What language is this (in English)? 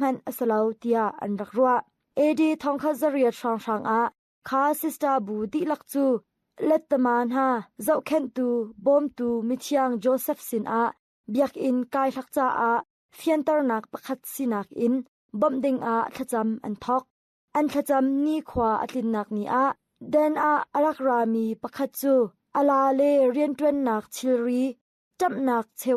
Hakha Chin